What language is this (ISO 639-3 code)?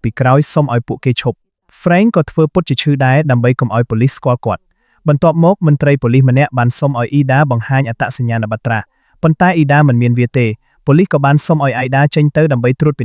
khm